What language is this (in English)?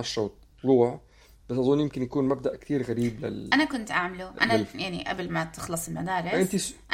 North Levantine Arabic